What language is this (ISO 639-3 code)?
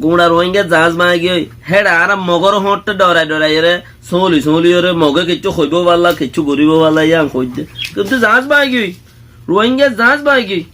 rhg